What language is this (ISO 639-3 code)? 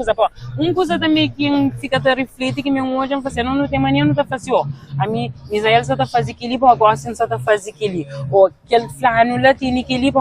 kea